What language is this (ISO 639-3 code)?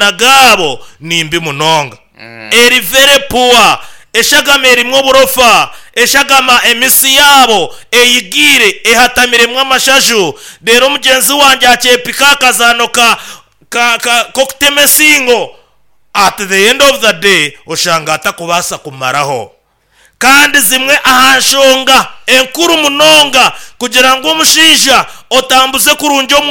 nyn